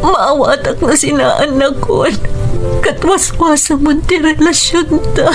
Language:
Iloko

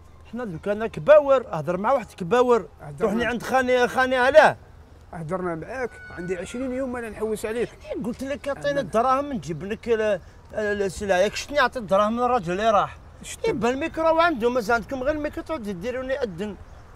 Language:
Algerian Arabic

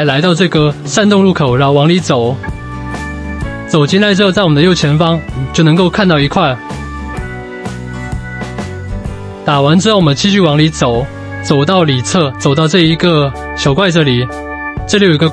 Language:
Chinese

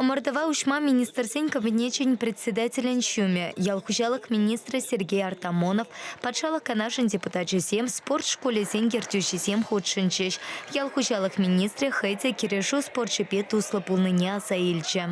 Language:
Chuvash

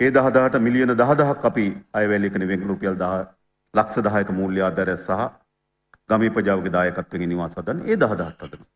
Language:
Sinhala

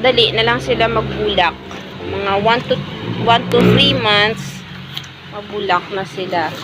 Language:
Hiligaynon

